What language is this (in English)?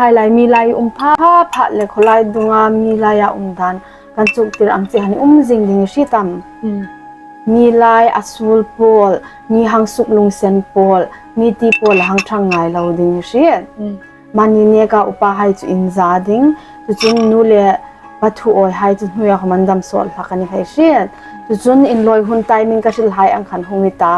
Hmar